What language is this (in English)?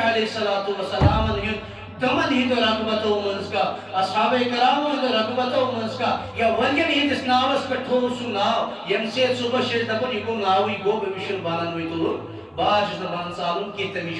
Kashmiri